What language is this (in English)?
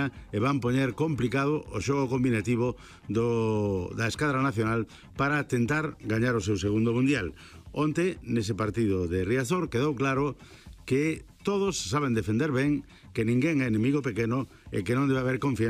Galician